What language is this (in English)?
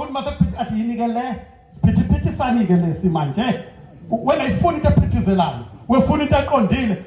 Zulu